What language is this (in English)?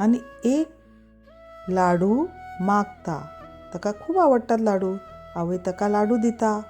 Konkani